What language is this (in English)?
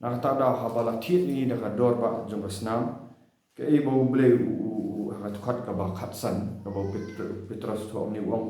Khasi